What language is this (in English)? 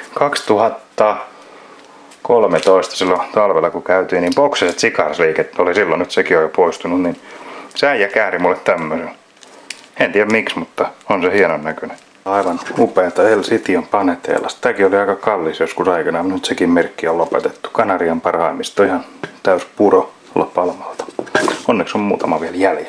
Finnish